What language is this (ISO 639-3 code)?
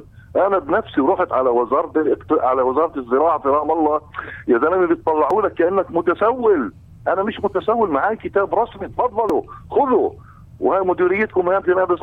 apc